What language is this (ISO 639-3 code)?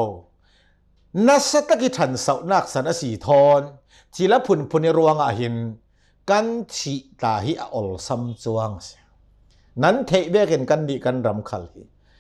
cnh